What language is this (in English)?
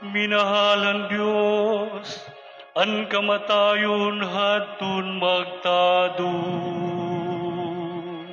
Waray